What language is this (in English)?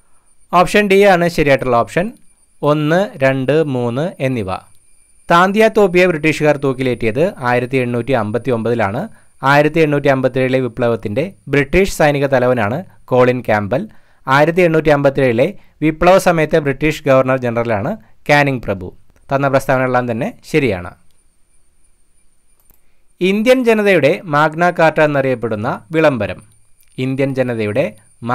Malayalam